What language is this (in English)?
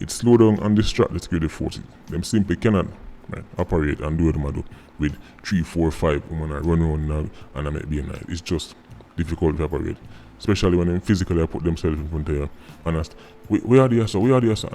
Jamaican Creole English